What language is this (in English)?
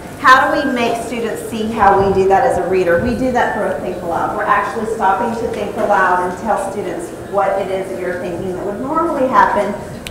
English